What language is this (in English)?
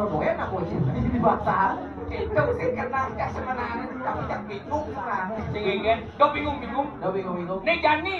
Balinese